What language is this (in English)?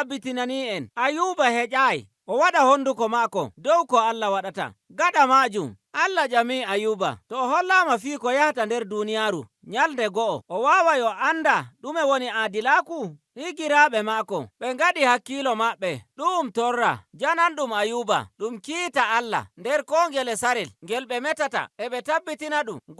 Nigerian Fulfulde